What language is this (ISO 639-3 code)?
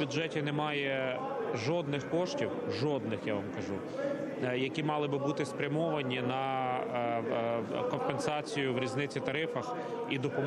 ukr